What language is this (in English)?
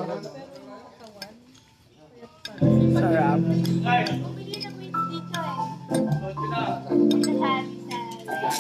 Filipino